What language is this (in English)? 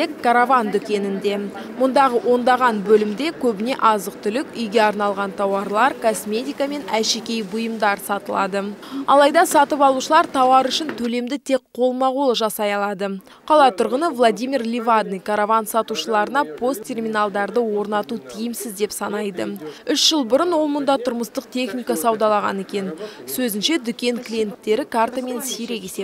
Kazakh